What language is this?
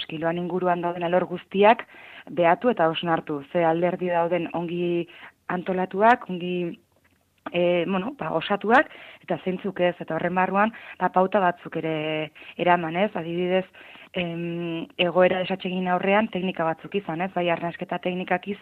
Basque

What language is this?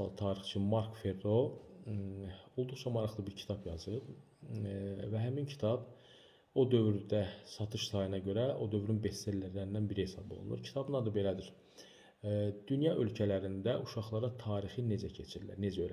Azerbaijani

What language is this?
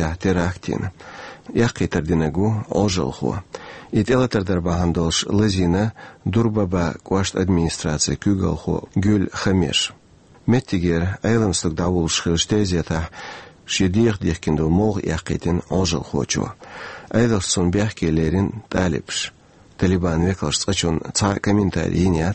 Chechen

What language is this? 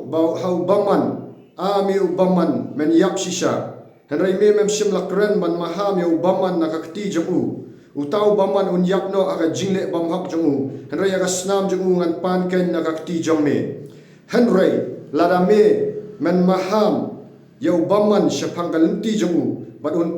Khasi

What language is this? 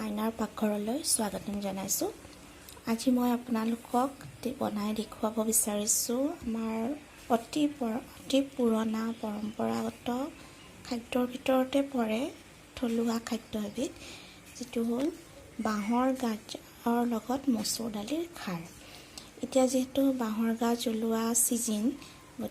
Assamese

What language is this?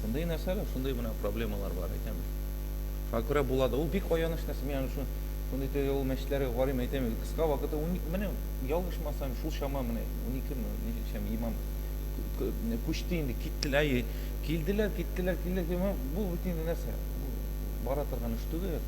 Tatar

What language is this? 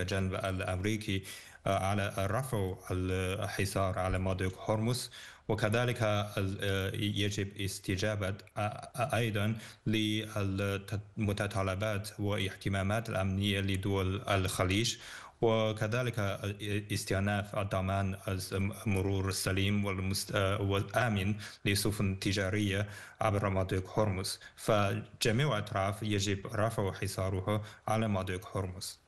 Arabic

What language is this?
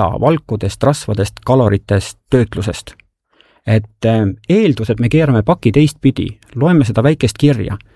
Estonian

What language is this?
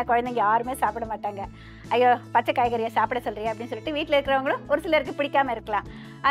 Tamil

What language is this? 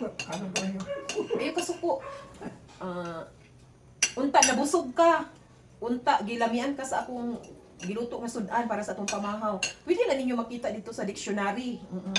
Cebuano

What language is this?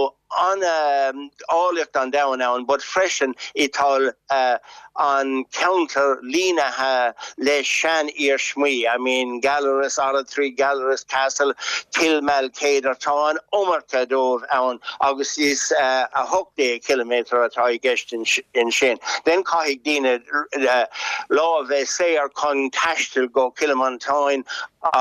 Irish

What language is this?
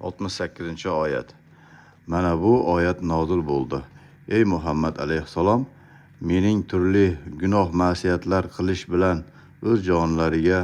Uzbek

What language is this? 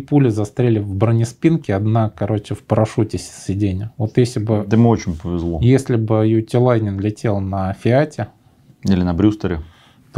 Russian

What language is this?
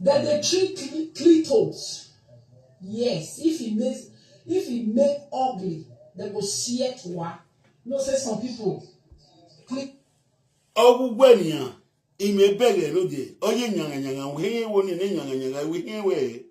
Nigerian Pidgin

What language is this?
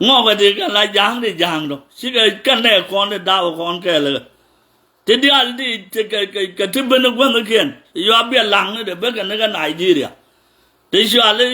Nuer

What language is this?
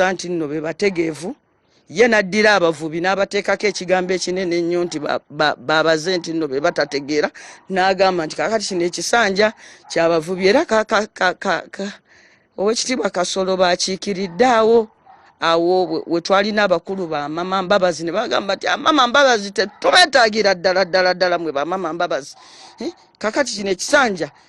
Ganda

